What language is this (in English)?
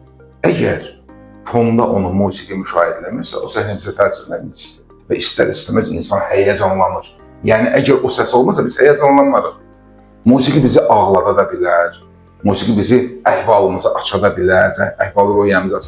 Azerbaijani